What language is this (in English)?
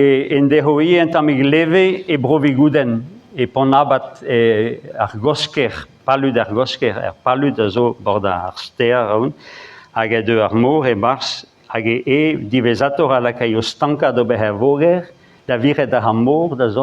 Breton